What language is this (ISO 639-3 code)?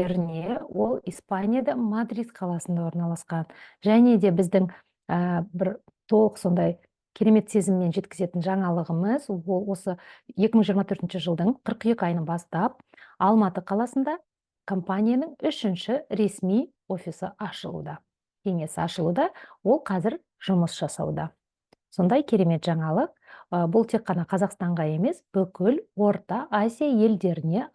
kaz